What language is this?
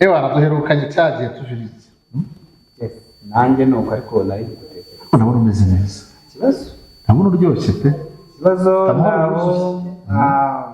Kinyarwanda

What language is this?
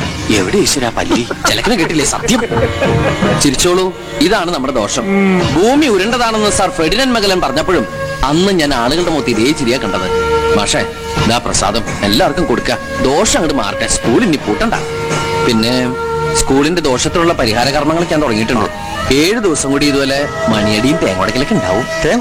Malayalam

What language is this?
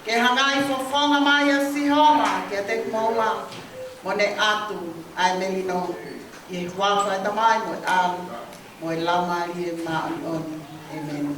Tongan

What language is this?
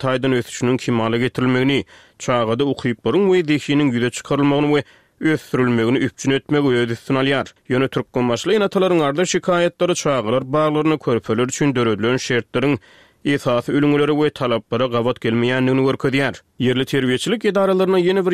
Turkmen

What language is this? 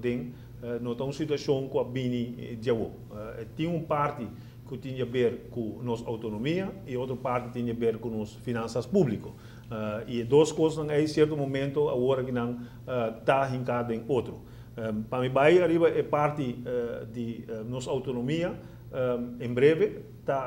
Papiamento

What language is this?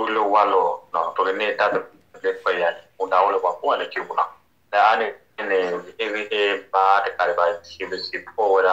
S'gaw Karen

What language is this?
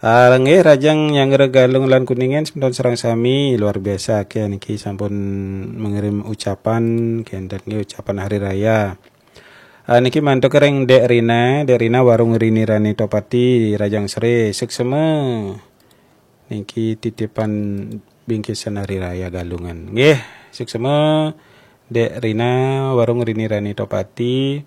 Balinese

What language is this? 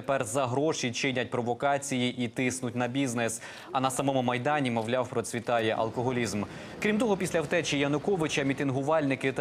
Ukrainian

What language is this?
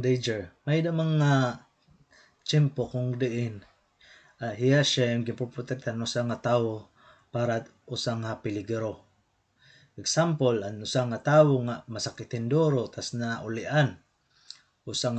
Waray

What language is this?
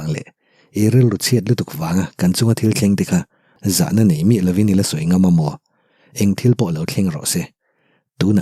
Mizo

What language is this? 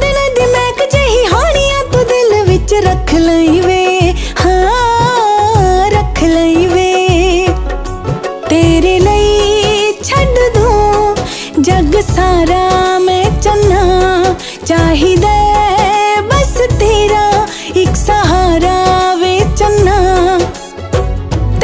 Punjabi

